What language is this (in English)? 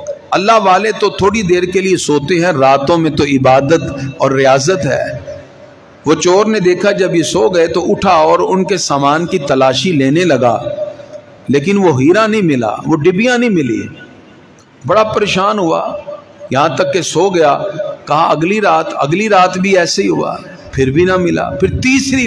Urdu